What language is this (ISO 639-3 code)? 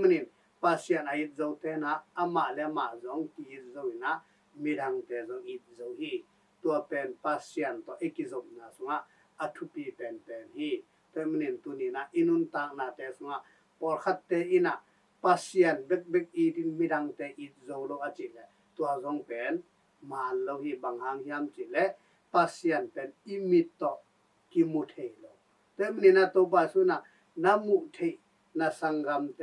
ctd